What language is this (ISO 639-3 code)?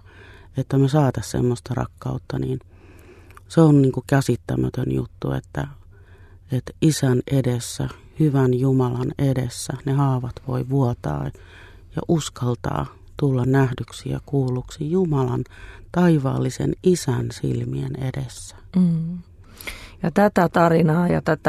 fin